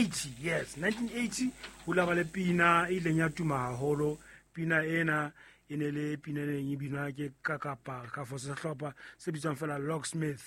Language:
Southern Sotho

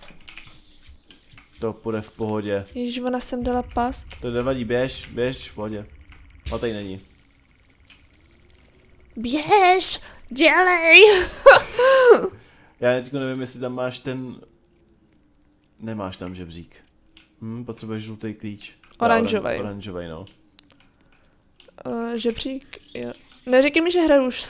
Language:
Czech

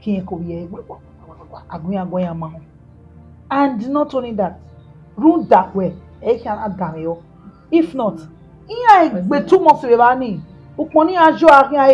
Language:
Bini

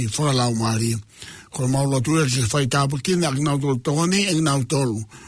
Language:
Tongan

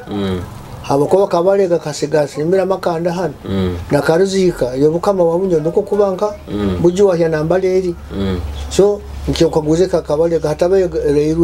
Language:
Nyoro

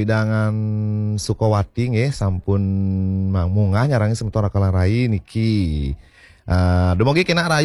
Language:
Balinese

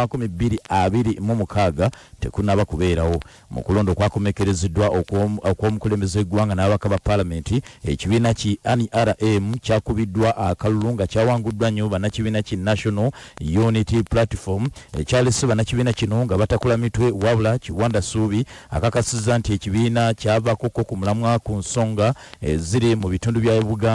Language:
Ganda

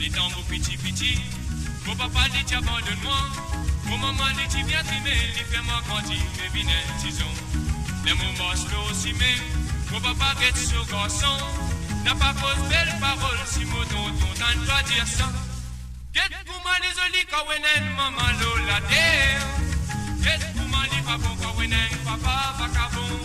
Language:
Morisyen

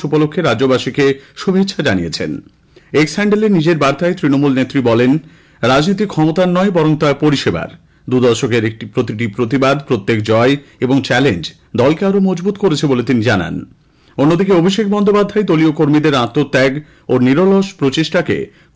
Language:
Bangla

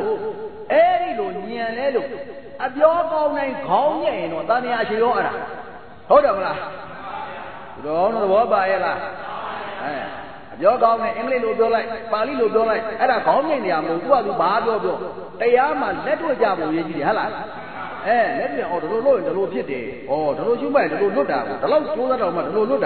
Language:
Burmese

